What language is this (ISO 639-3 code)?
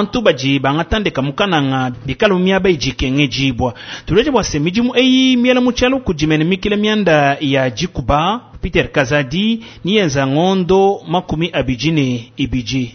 lua